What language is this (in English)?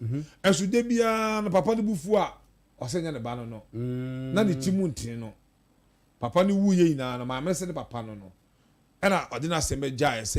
Akan